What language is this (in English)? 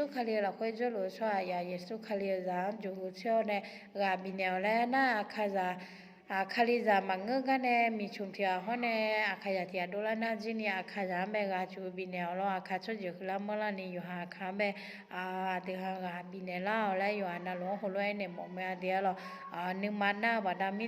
Akha